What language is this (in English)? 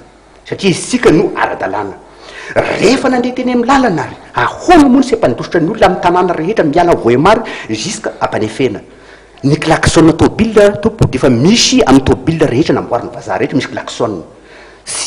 Malagasy